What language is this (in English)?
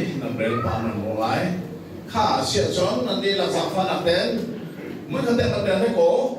Hakha Chin